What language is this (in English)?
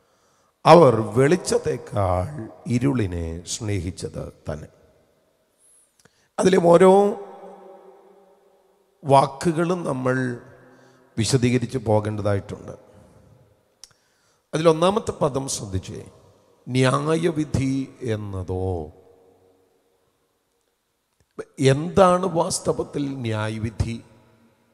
Malayalam